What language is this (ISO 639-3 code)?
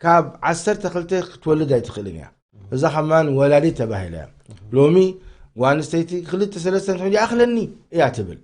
tir